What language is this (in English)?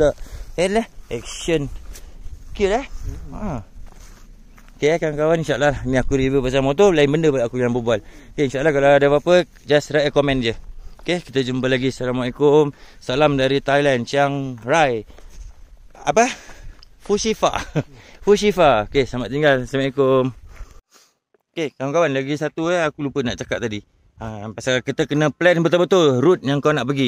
Malay